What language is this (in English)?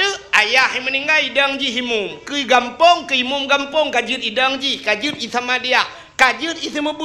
Achinese